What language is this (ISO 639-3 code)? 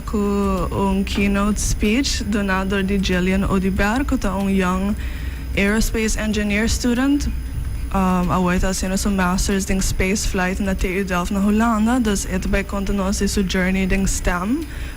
pap